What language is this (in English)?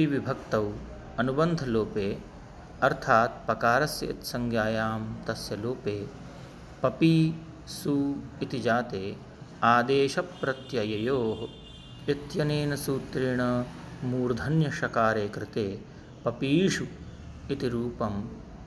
Sanskrit